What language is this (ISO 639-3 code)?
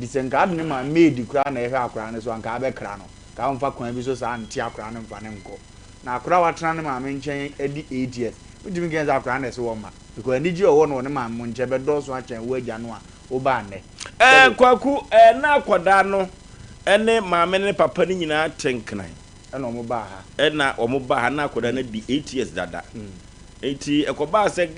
aka